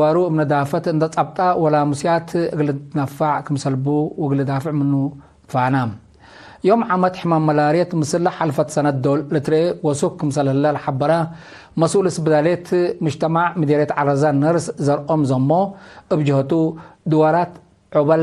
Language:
Tigre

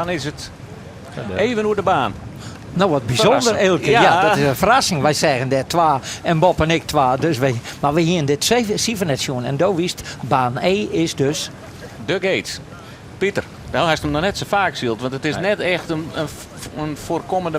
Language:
Western Frisian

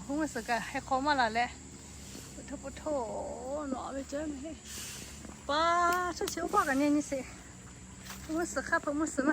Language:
Lahu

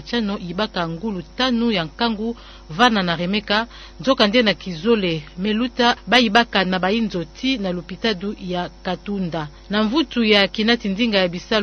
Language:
Kituba (Democratic Republic of Congo)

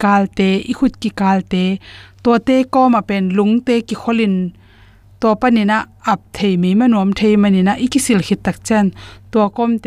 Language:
Tedim Chin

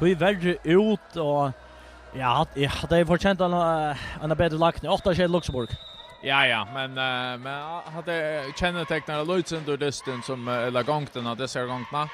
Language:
Faroese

